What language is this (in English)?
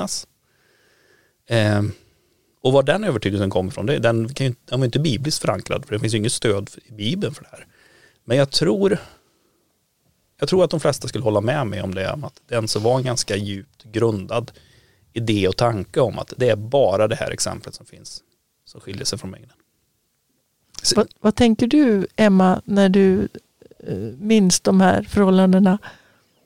Swedish